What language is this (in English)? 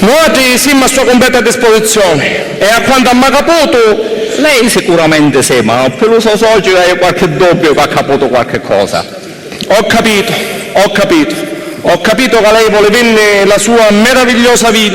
Sicilian